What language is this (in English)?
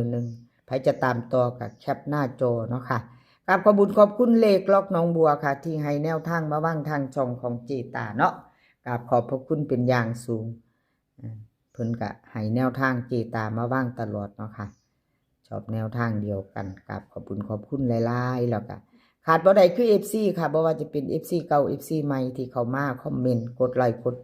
Northeastern Thai